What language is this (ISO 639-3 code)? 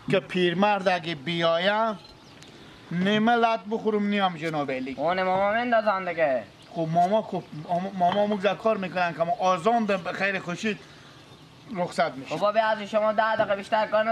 fas